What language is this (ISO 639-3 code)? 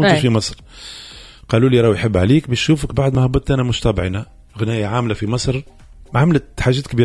aeb